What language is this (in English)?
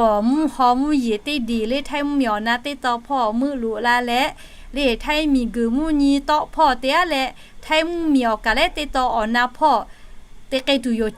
Lahu